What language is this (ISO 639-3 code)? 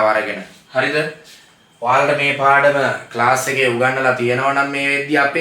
sin